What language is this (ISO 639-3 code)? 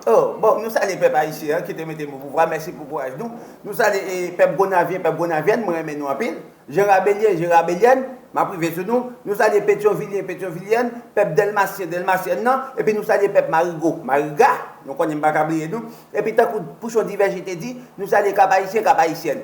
hat